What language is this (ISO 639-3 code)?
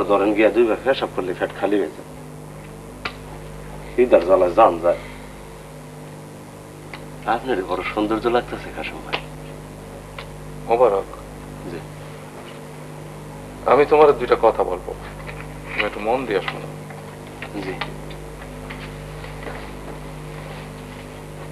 ben